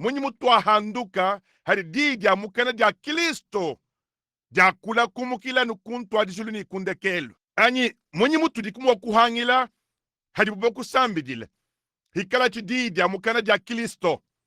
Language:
Luba-Lulua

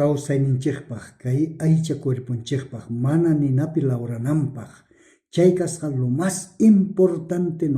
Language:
South Bolivian Quechua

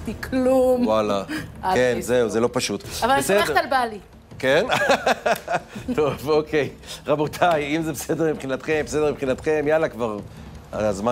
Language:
Hebrew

